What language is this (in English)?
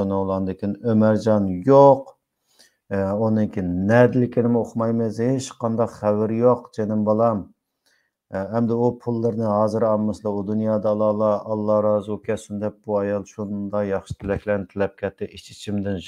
Uyghur